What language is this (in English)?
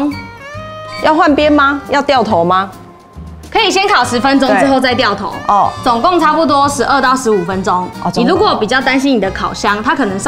Chinese